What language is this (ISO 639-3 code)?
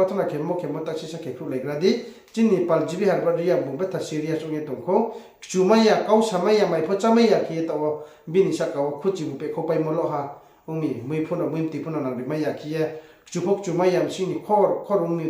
ria